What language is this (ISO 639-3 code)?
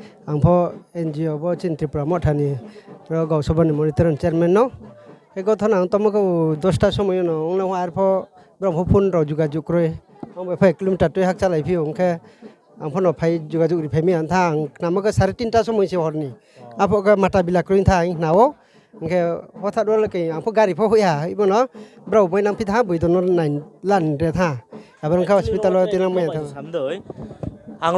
ria